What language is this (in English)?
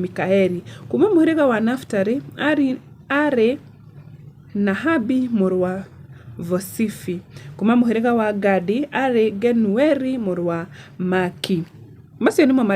Kikuyu